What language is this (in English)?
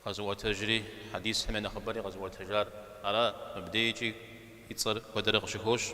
Kabardian